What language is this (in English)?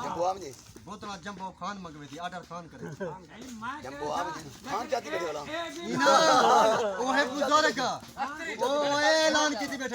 Saraiki